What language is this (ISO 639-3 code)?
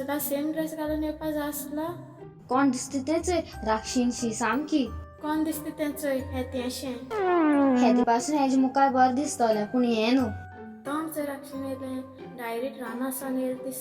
kok